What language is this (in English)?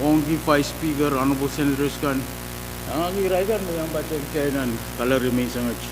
Pohnpeian